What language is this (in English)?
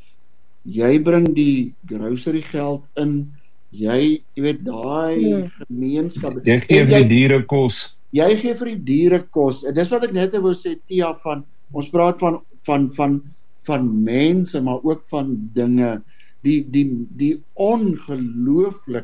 Afrikaans